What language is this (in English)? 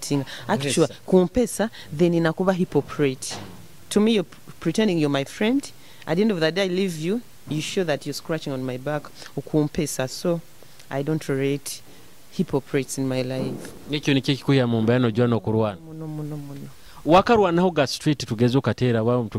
Nyoro